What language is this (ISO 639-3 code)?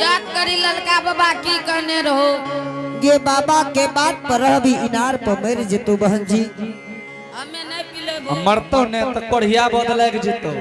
anp